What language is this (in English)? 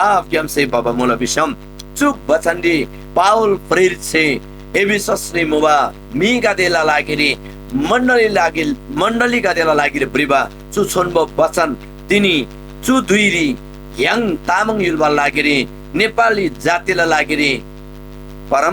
Eastern Tamang